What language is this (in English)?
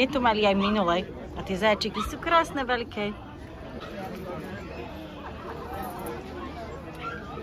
Slovak